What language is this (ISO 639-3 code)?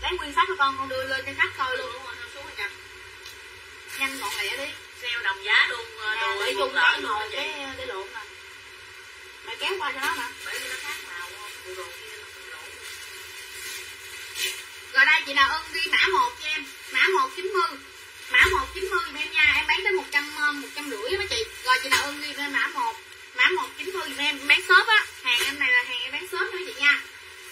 vie